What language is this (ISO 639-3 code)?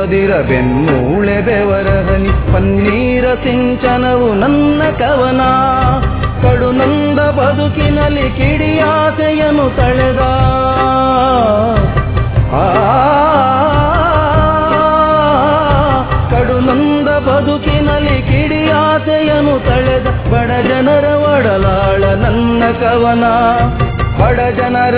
kan